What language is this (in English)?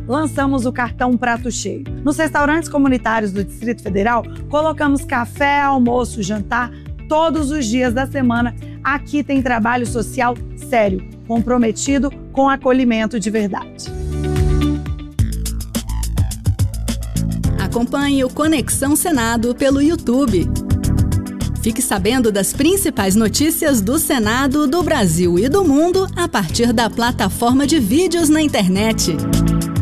Portuguese